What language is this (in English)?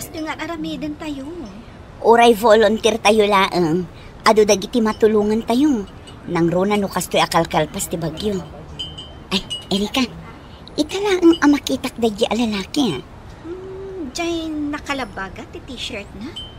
Iloko